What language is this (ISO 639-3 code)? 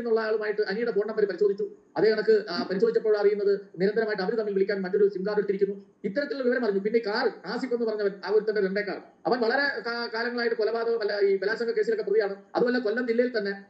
mal